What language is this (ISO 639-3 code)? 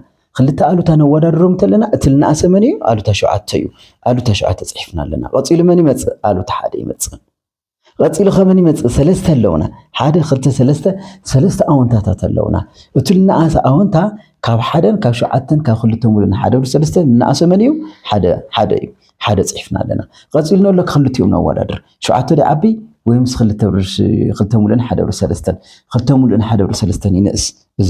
tir